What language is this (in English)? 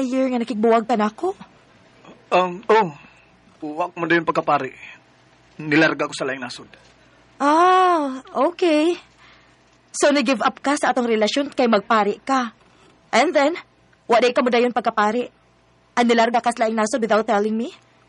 Cebuano